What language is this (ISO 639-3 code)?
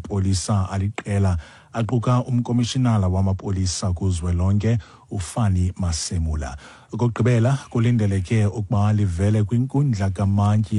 xho